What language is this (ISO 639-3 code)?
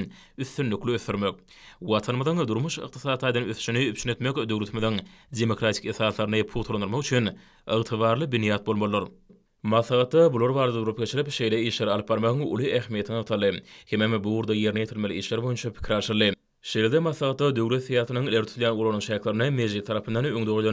tuk